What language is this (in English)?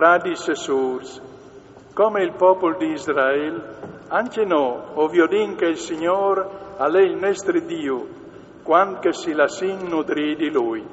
Friulian